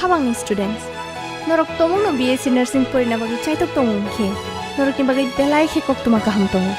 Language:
Kok Borok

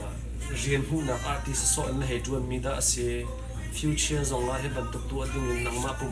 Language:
Hakha Chin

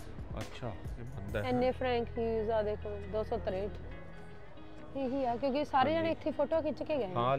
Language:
Punjabi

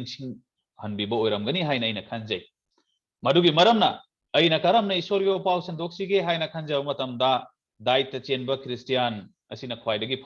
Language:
Manipuri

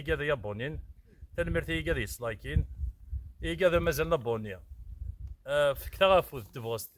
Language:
Kabyle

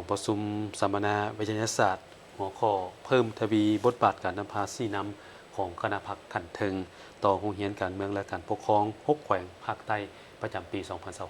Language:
Lao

